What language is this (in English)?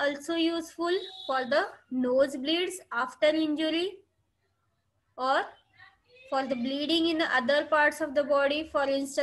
English